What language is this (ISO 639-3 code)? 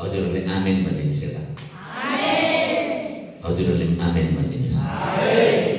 nep